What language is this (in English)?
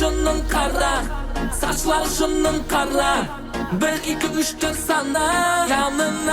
Kara-Kalpak